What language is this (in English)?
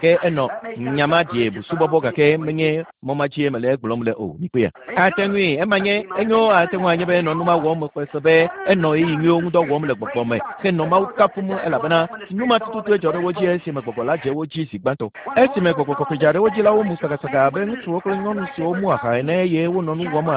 Ewe